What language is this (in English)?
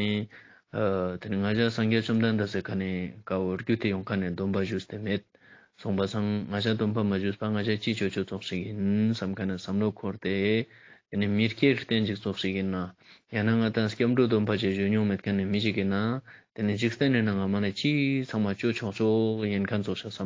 Ladakhi